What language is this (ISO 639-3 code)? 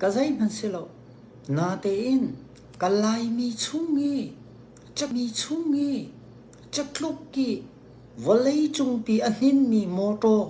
cnh